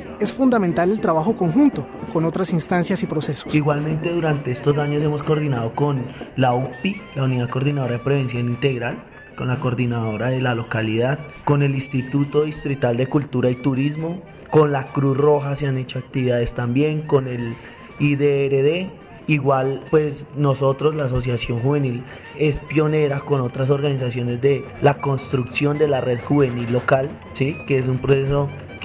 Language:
Spanish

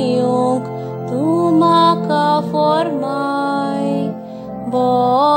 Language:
Konkani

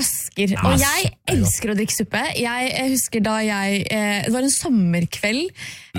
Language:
Norwegian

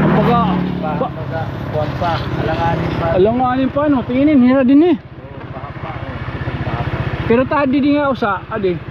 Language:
Waray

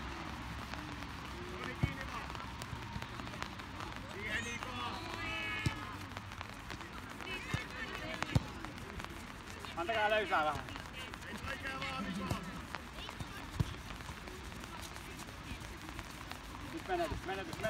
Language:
Finnish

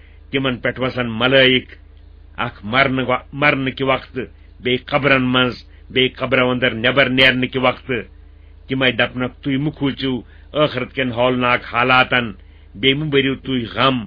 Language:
Kashmiri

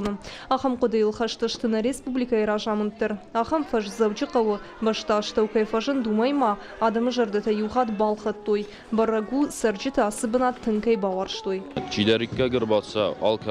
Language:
Ossetic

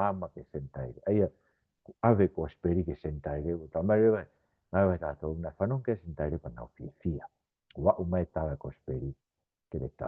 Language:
Tongan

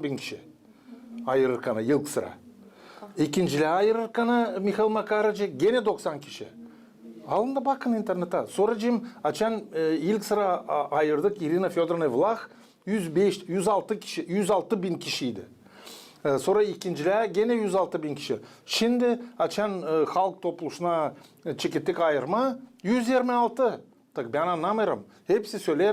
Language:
Gagauz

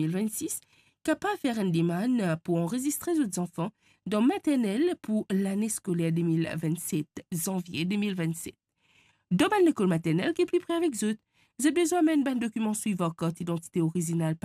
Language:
Morisyen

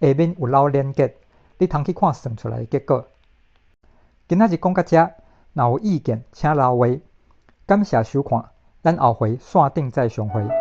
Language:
Min Nan Chinese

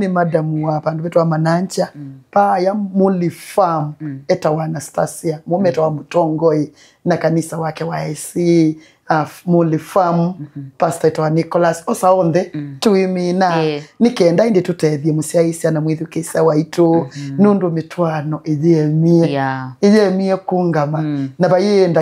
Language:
Kamba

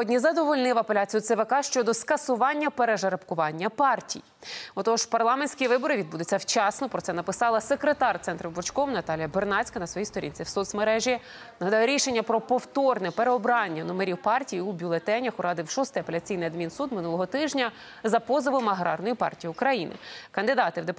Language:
Ukrainian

